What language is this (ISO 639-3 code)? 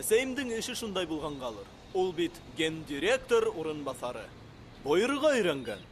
bak